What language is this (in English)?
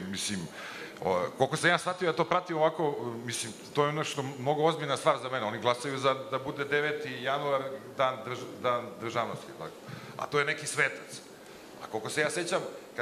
Serbian